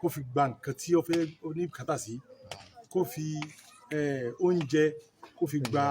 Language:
Yoruba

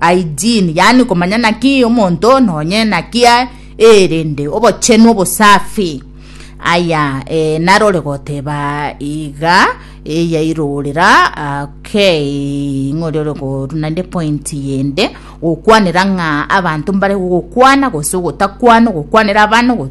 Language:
Gusii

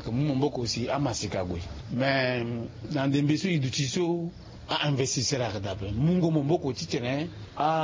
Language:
Sango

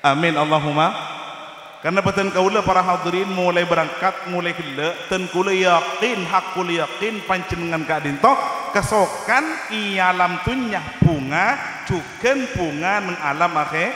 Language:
Madurese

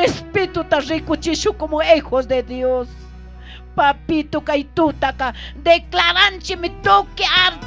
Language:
Chimborazo Highland Quichua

